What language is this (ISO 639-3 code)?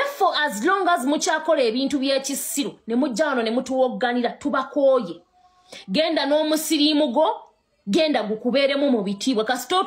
lug